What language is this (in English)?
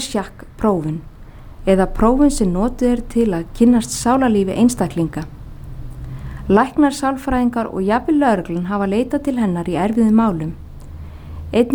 Icelandic